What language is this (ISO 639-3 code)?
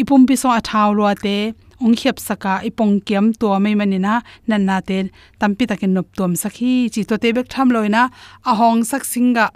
ctd